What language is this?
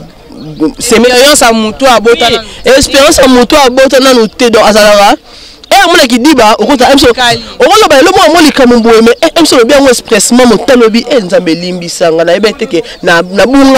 Lingala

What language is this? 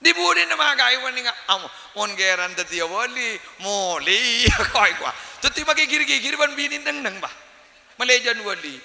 Madurese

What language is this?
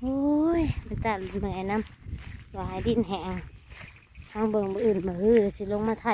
Northeastern Thai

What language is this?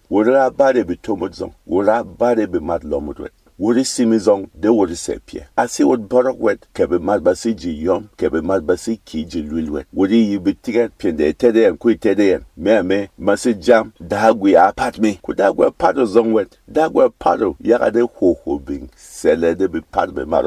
Berom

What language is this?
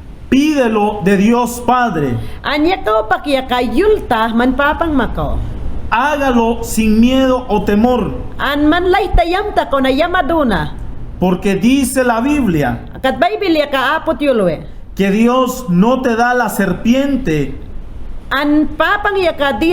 Mayangna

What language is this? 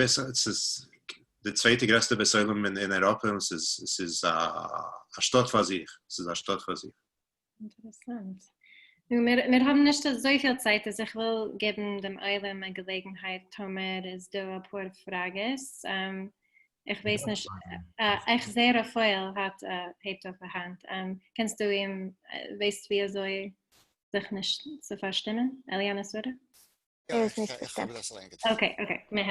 Yiddish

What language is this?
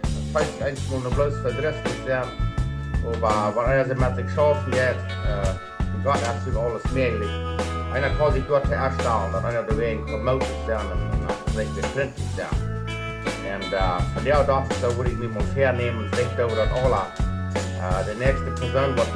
Plautdietsch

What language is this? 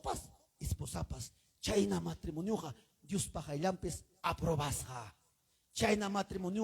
Ayacucho Quechua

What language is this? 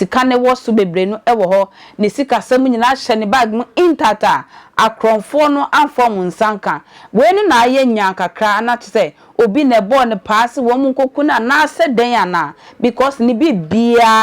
Akan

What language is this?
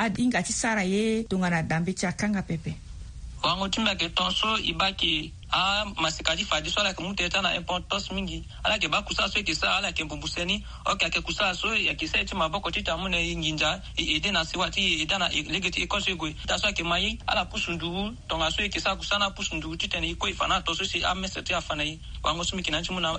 Sango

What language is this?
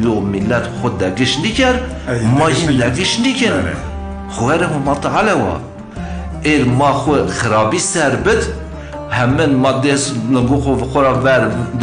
Zaza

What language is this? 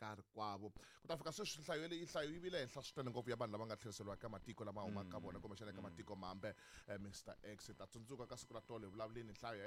Tsonga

